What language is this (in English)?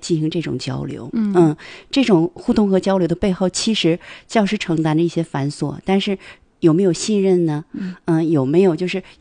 Chinese